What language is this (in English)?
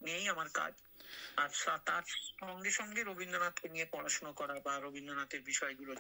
Bangla